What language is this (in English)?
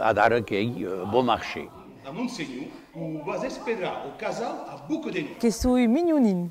Occitan